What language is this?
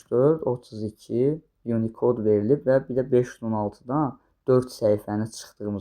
Azerbaijani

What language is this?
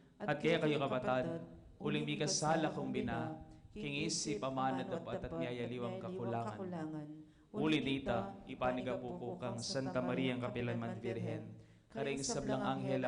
Pampanga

